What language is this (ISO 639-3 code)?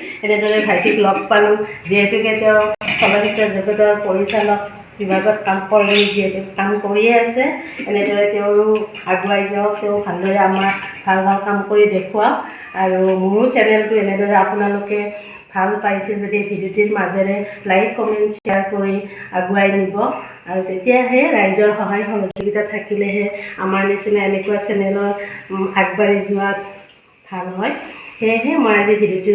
asm